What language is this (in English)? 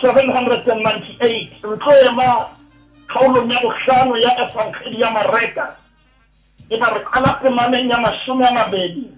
Southern Sotho